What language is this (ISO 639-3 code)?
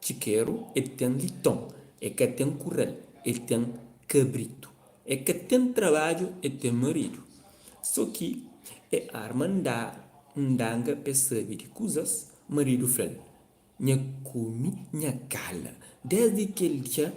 kea